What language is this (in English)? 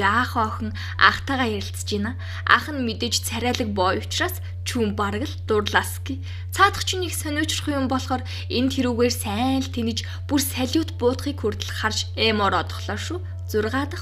Mongolian